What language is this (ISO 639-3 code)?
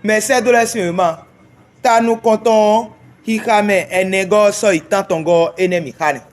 fon